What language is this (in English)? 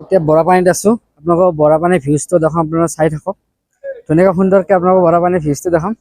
Assamese